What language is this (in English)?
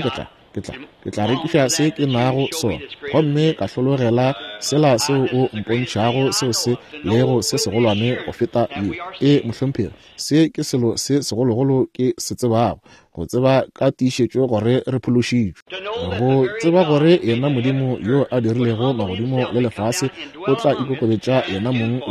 Northern Sotho